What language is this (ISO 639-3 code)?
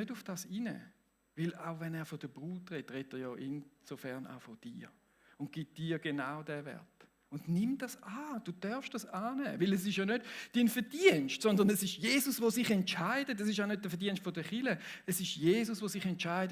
gsw